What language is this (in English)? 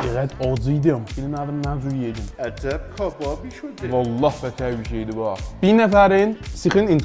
South Azerbaijani